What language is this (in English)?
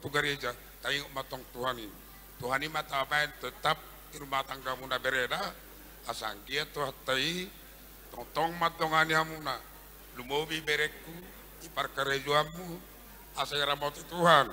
Batak Toba